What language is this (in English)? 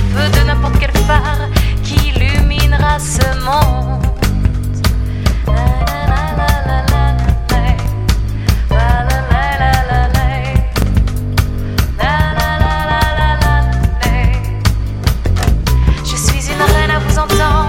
French